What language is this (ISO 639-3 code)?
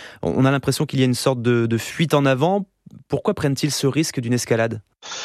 fra